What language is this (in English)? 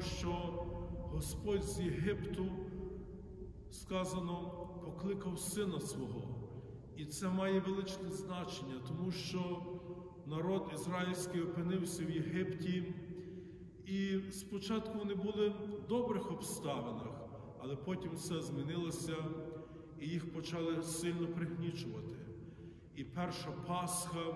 Ukrainian